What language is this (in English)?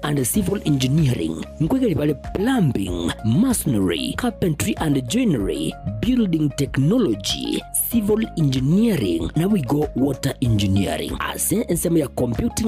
Gusii